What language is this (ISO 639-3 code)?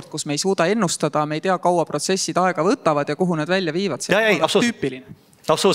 est